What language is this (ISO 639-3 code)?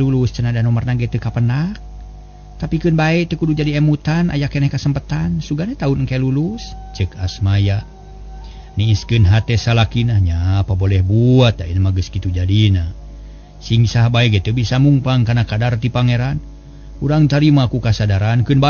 sun